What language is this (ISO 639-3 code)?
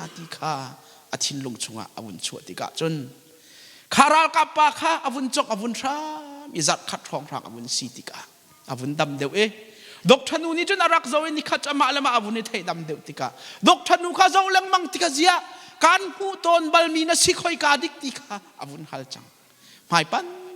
cnh